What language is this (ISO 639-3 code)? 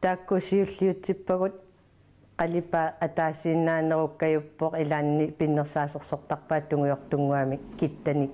kal